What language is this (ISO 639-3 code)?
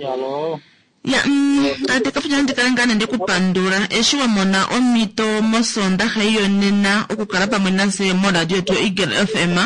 kua